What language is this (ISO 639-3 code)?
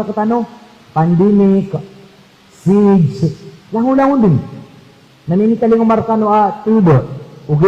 mrw